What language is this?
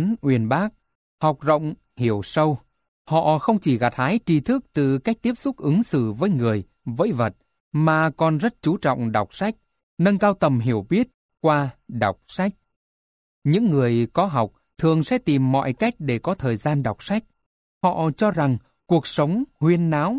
Vietnamese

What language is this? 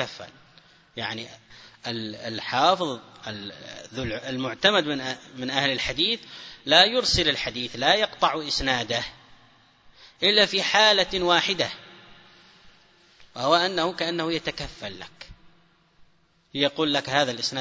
Arabic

